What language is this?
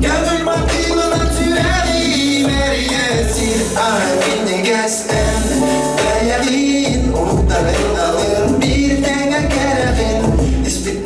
Yakut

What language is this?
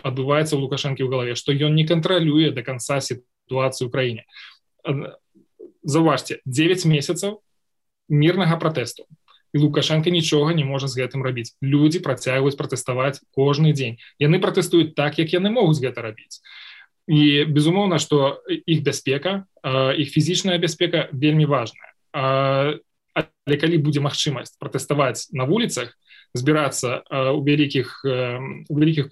Belarusian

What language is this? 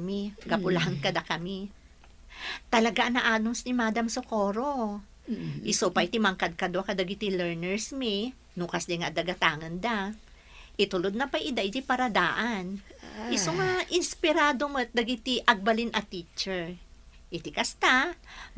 Iloko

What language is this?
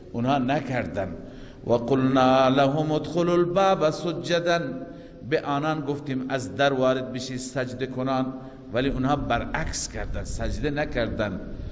Persian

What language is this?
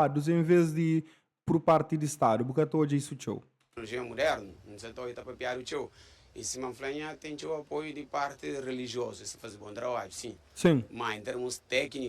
Kabuverdianu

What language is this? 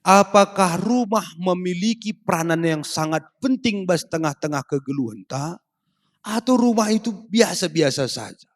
Batak Karo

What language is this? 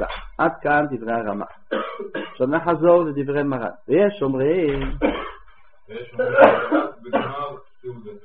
Hebrew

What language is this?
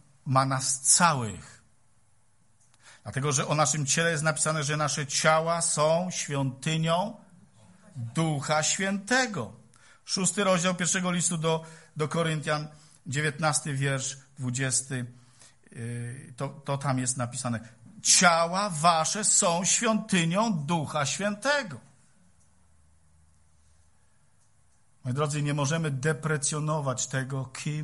Polish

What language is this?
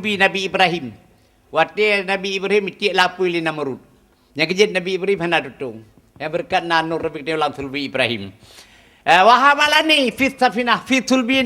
Achinese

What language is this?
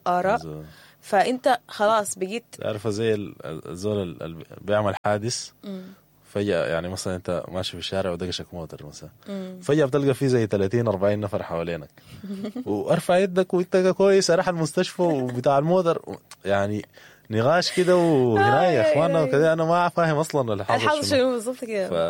Sudanese Arabic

